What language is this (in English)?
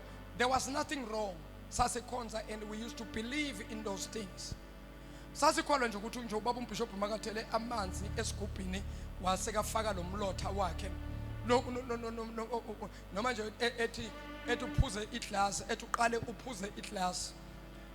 Zulu